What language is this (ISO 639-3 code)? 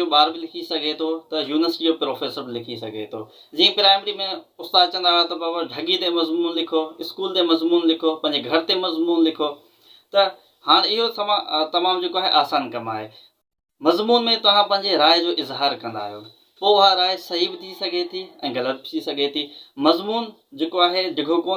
snd